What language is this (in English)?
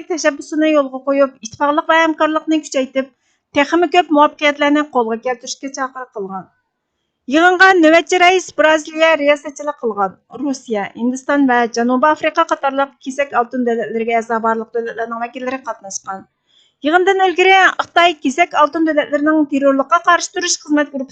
Uyghur